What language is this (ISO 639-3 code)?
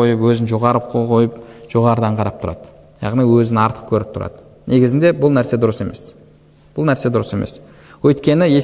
kaz